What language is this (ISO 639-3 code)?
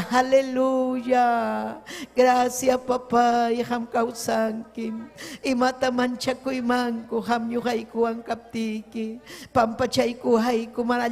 quy